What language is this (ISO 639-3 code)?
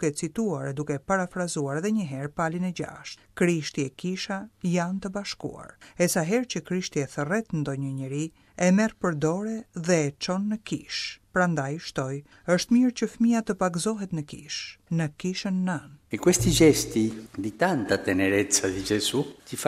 sqi